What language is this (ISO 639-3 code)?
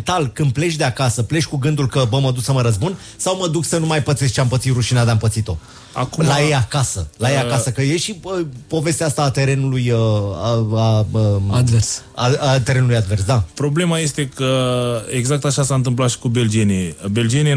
ron